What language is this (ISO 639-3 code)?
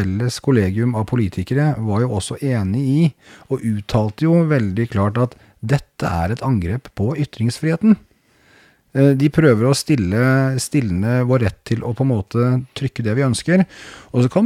nor